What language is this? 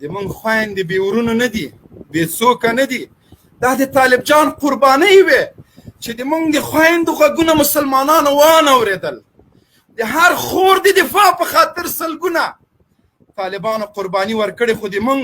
Pashto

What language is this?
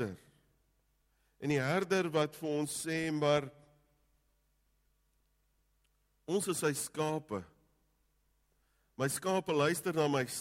Afrikaans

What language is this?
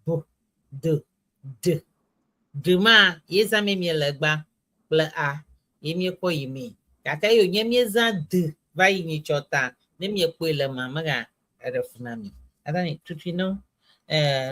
Ewe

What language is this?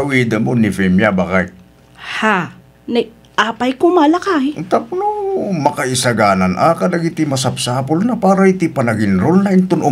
Iloko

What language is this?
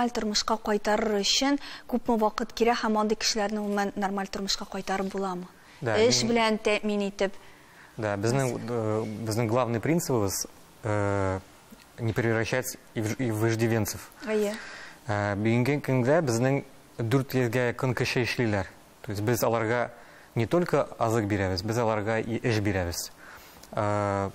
Tatar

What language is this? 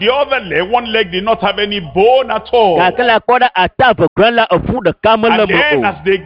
Ewe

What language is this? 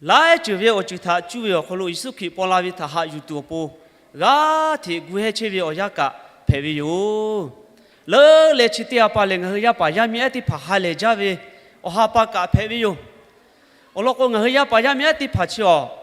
Lahu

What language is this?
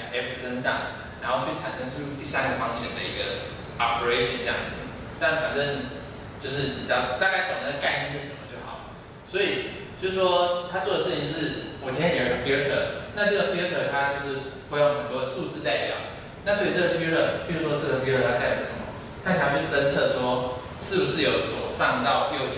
Chinese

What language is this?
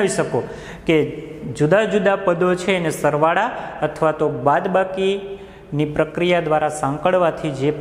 Gujarati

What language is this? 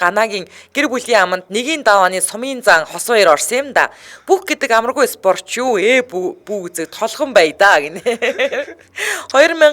Mongolian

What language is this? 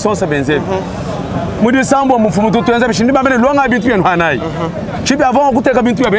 Luba-Lulua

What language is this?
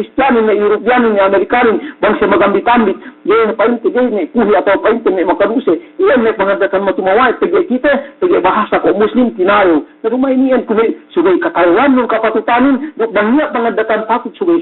Yakan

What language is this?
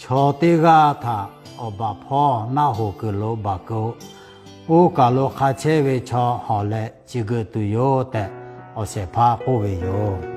Lahu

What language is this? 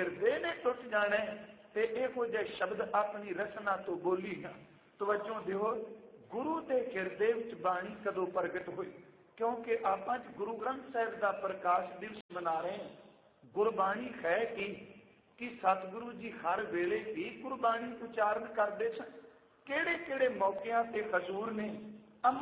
Punjabi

